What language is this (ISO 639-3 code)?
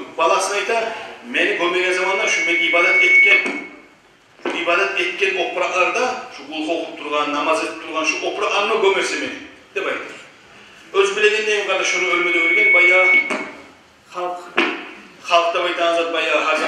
kum